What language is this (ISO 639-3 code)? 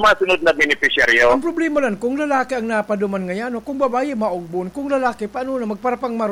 bik